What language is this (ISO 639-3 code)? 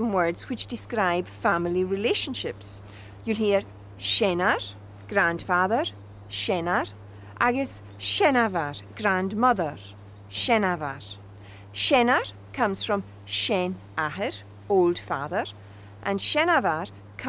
gla